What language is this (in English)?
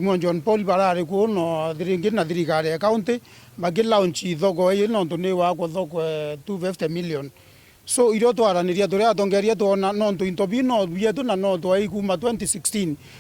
Meru